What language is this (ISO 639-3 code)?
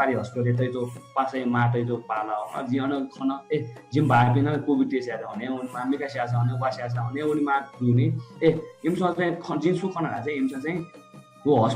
new